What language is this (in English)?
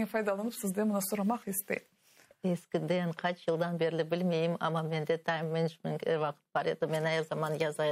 Crimean Tatar